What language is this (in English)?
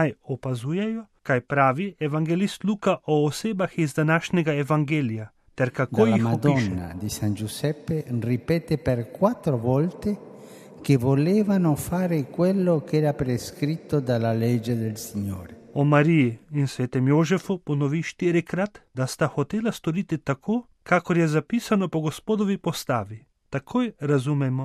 Slovenian